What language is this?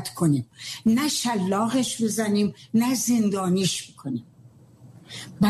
Persian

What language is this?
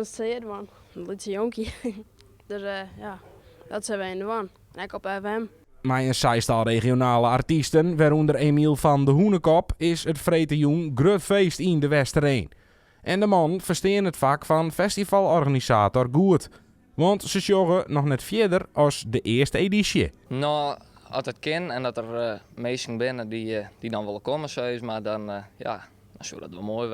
Western Frisian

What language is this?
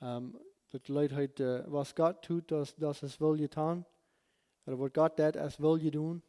Plautdietsch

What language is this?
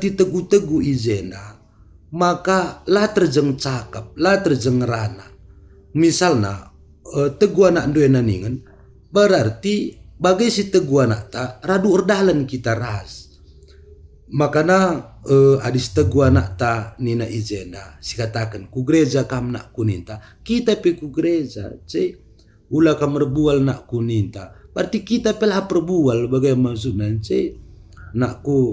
Batak Karo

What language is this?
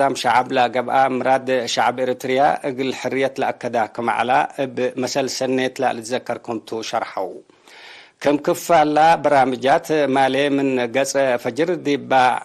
Tigre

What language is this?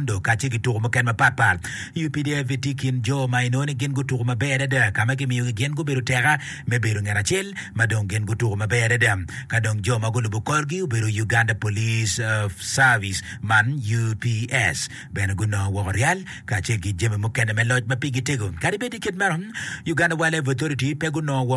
Acoli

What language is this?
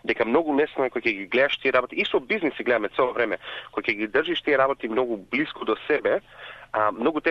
Macedonian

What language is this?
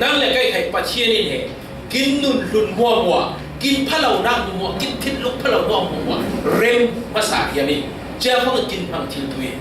Falam Chin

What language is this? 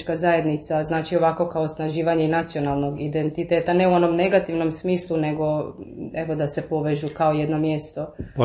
Croatian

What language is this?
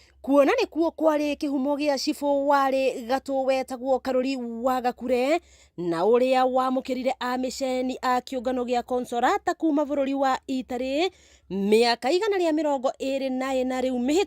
Kikuyu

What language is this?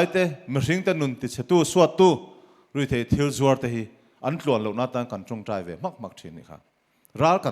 Mizo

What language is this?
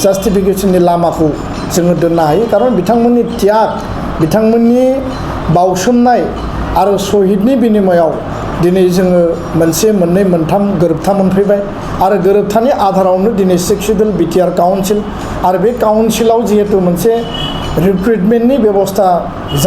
Bodo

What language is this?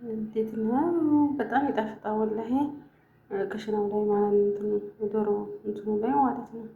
Amharic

